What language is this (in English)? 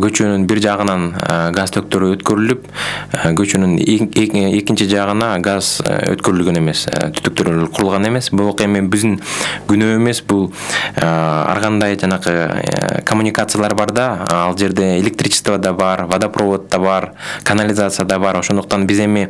Kyrgyz